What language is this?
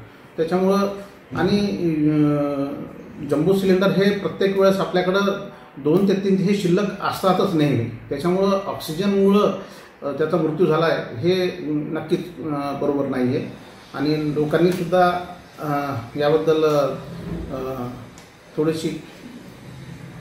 Marathi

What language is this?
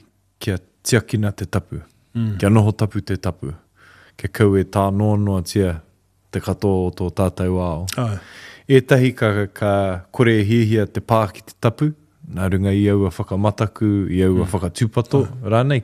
Māori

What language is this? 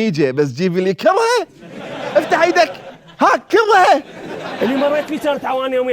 Mesopotamian Arabic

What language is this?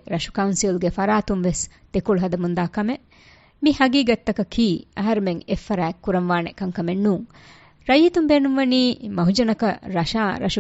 Divehi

